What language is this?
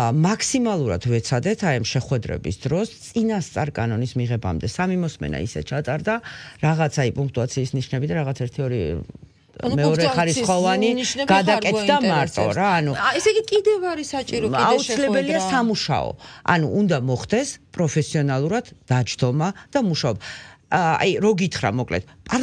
Georgian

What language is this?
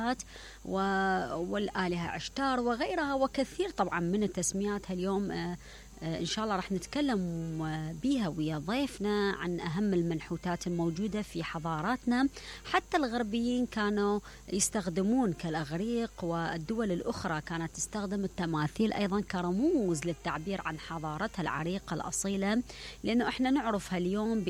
Mesopotamian Arabic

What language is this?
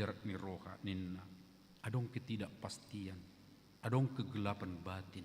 Batak Toba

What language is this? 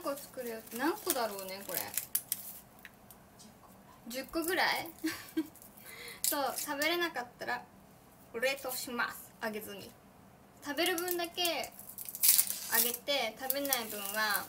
Japanese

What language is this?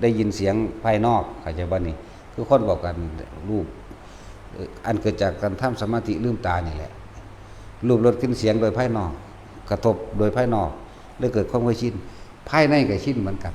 Northeastern Thai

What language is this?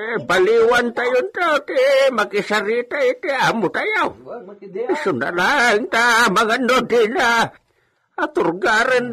Iloko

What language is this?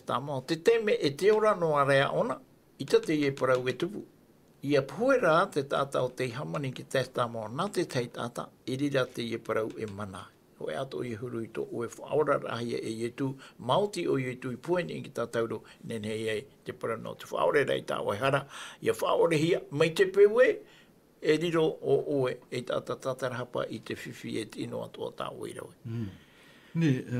Tahitian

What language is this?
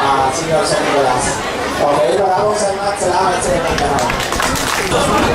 Bantoanon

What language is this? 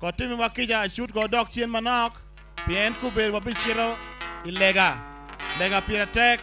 Acoli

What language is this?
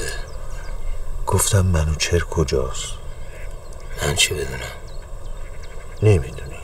Persian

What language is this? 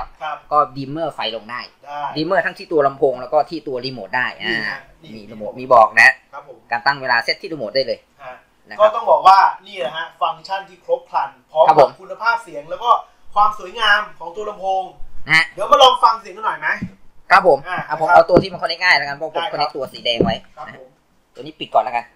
Thai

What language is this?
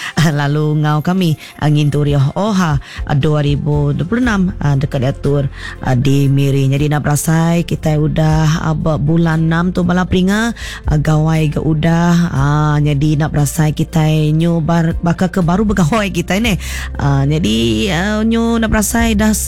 Iban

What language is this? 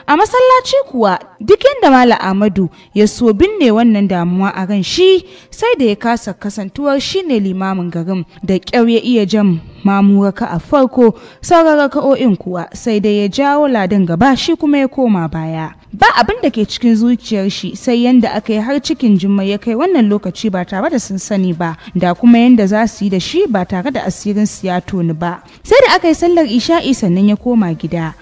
Hausa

